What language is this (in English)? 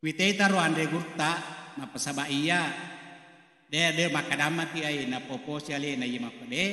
Buginese